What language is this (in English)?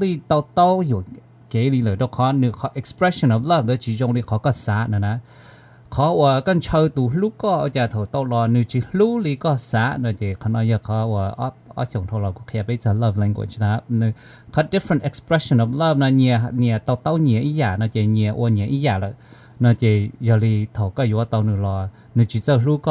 Hmong